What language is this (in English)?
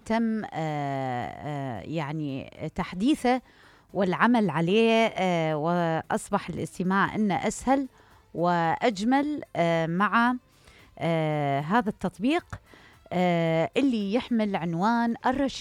Mesopotamian Arabic